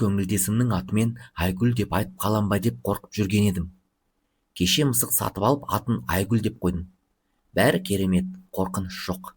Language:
Kazakh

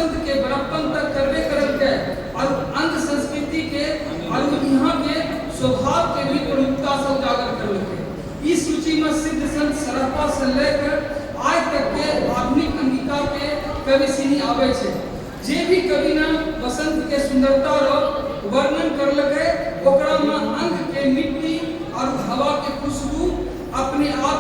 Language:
Angika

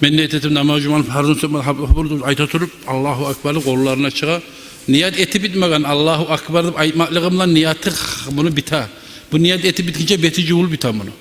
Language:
Kumyk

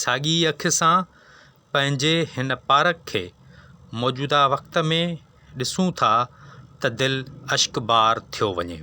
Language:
Sindhi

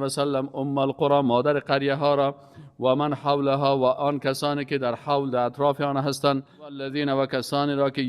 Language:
Persian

